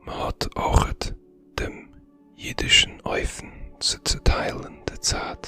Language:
Yiddish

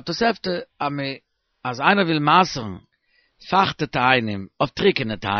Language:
Yiddish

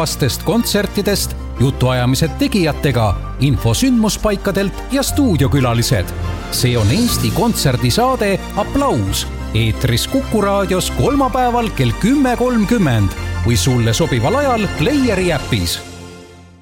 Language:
Estonian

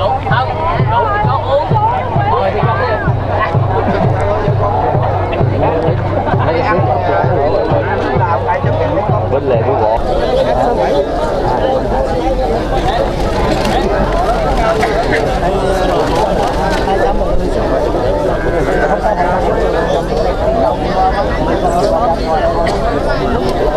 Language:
Vietnamese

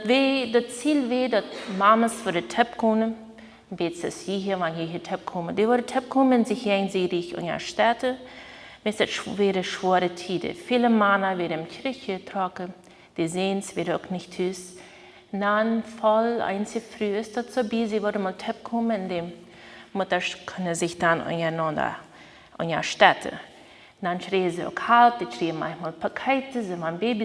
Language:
Plautdietsch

